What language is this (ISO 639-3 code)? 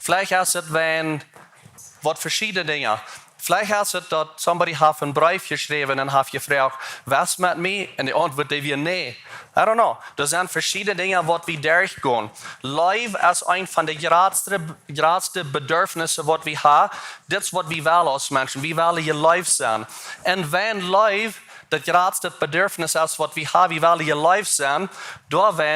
pdt